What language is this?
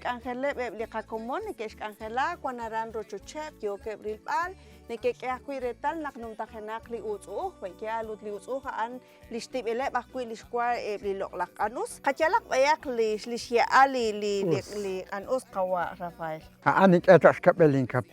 Kekchí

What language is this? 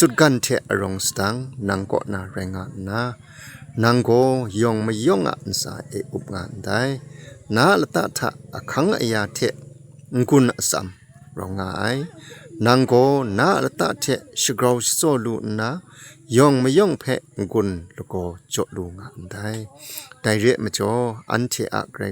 Kachin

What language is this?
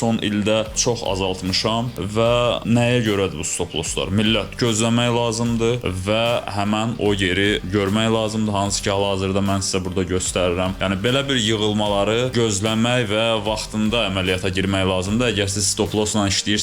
Azerbaijani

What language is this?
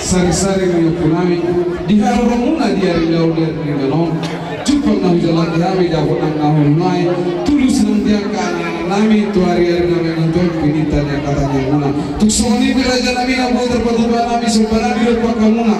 Batak Toba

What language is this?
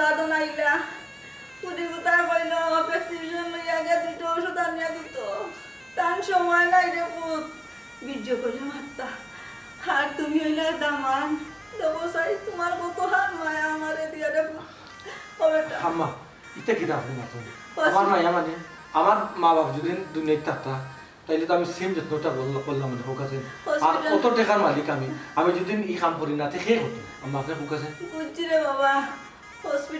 Sylheti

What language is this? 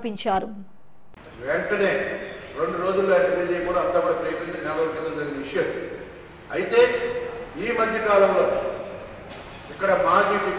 Telugu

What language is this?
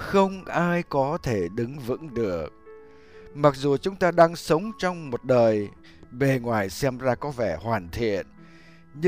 Vietnamese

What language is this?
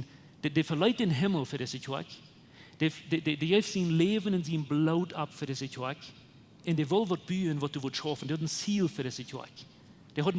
Plautdietsch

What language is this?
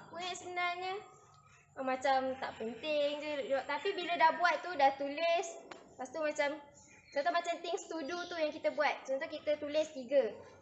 Malay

